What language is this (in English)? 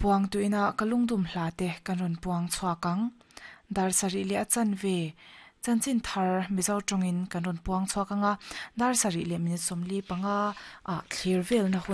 Mizo